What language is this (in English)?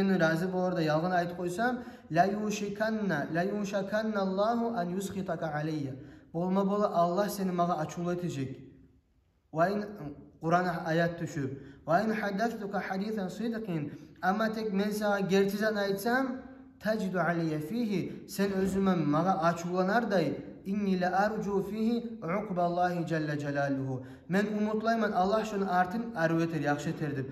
Kumyk